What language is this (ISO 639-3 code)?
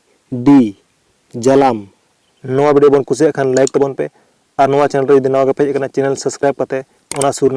sat